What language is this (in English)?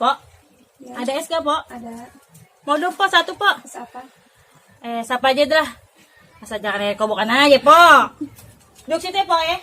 Betawi